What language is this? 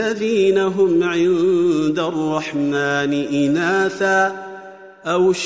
Arabic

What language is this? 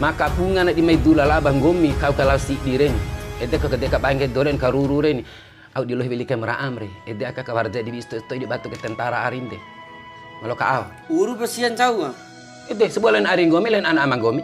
Bima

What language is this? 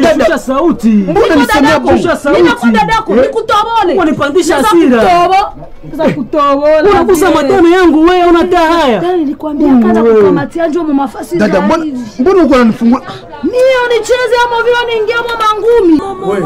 Swahili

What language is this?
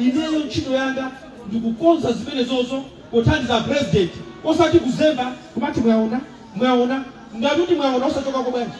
Nyanja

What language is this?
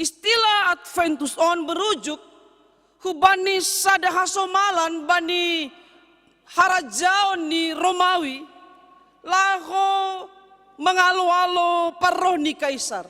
Batak Simalungun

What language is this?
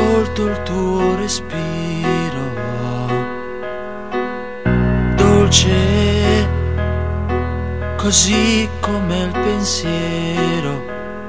Italian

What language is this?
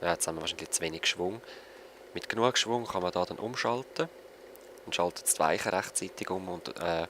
Swiss German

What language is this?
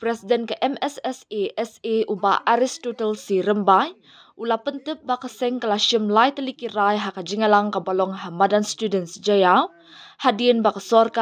Khasi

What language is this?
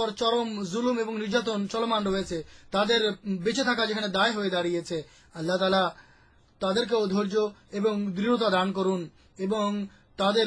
Bangla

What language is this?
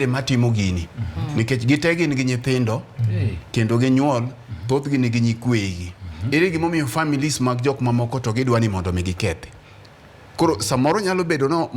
Luo (Kenya and Tanzania)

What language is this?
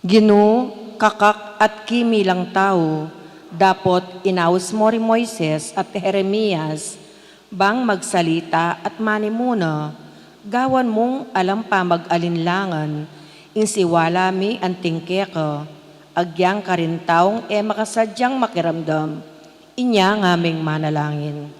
Pampanga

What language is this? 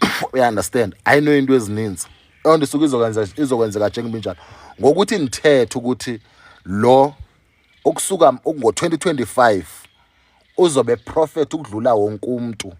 Zulu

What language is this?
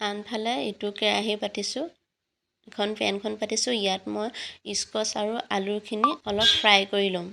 Assamese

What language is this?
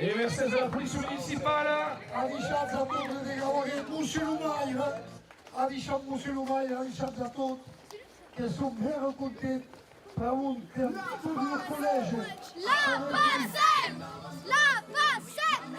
Occitan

